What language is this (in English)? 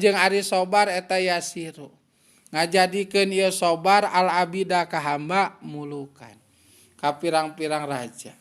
Sundanese